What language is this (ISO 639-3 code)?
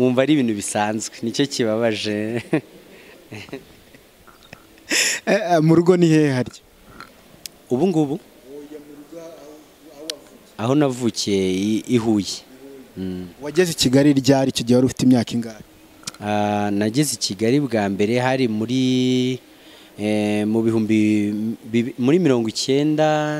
kin